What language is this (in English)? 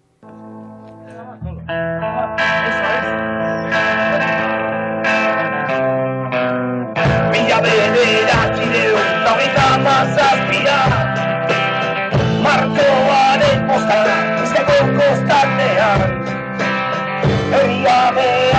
Basque